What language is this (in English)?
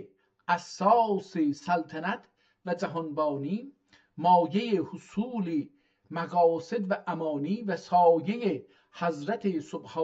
South Azerbaijani